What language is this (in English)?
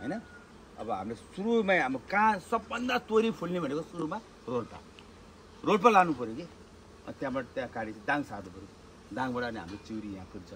Nepali